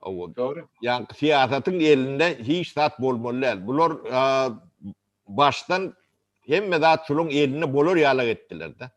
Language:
Turkmen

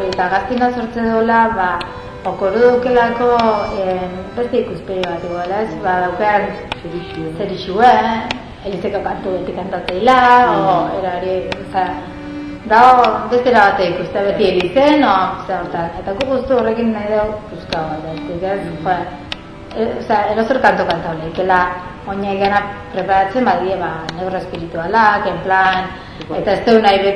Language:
Basque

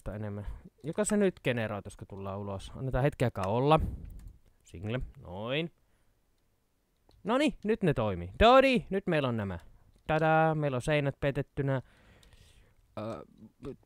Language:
Finnish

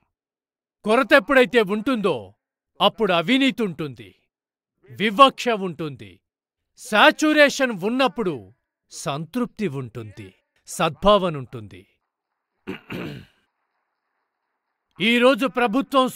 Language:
Telugu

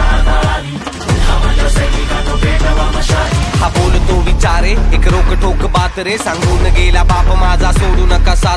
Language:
Marathi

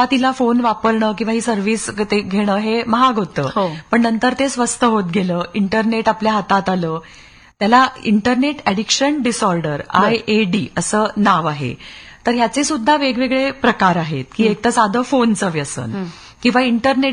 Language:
Marathi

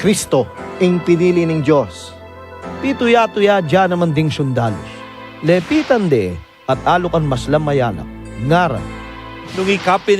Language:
Pampanga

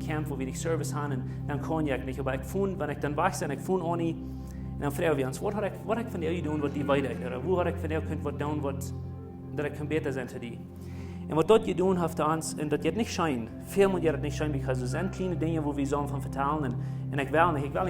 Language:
Plautdietsch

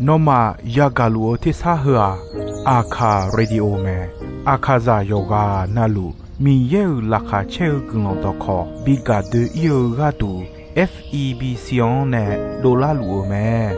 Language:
Akha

